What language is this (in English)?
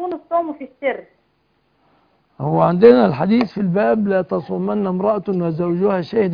Arabic